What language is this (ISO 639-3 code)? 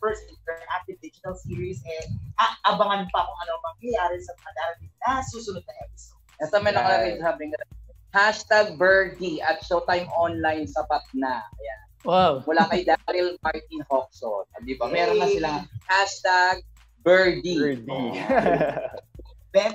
fil